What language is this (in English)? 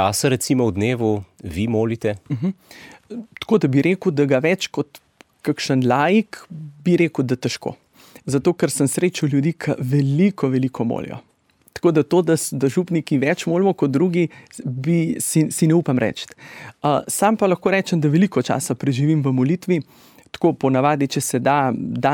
Slovenian